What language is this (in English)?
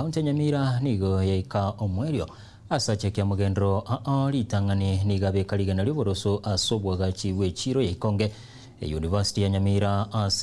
Gusii